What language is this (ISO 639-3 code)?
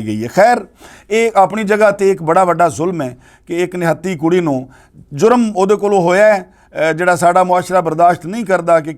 lah